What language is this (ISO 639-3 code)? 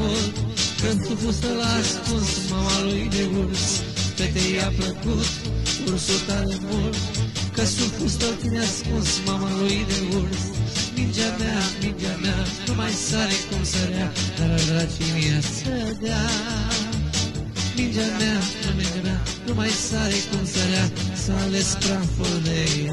ron